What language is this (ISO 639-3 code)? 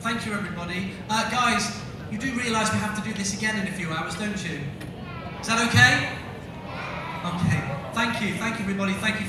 eng